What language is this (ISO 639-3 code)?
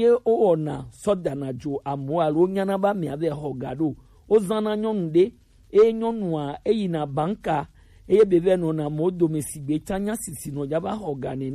gej